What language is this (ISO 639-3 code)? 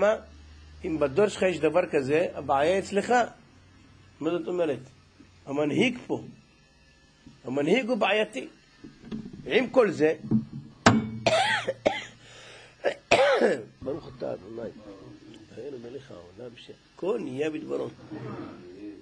heb